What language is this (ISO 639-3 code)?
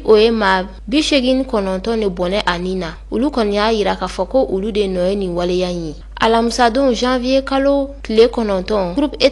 bam